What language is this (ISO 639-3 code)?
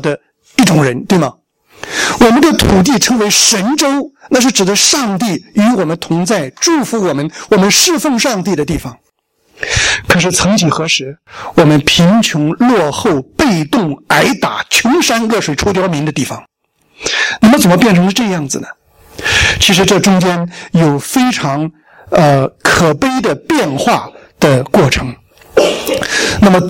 zho